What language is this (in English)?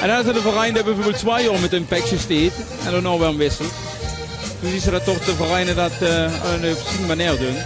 Limburgish